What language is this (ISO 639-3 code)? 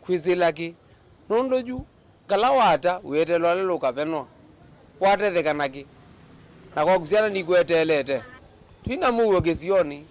kam